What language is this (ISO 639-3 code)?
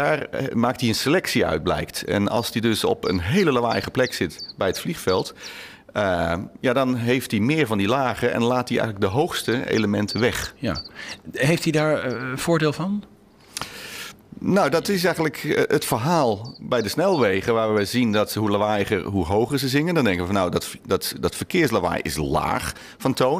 nld